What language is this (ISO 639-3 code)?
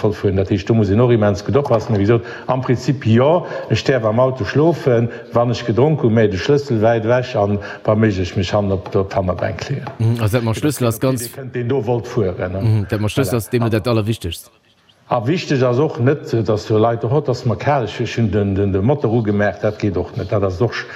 ltz